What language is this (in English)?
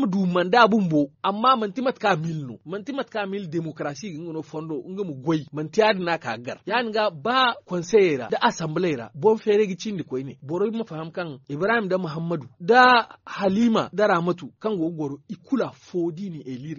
Zarma